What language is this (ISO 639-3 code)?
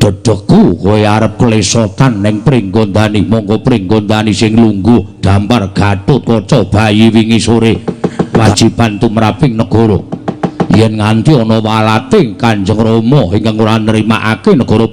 jav